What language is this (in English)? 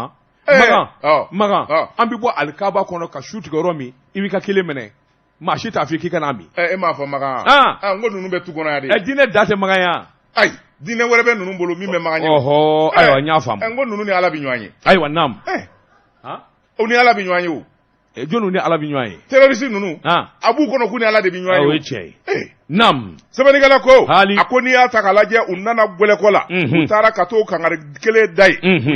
Bambara